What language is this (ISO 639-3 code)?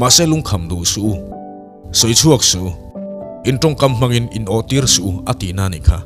lus